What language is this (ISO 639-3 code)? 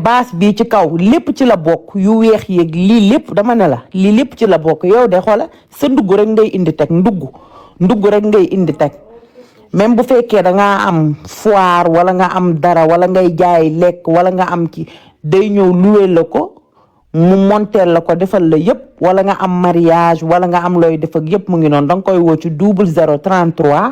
wol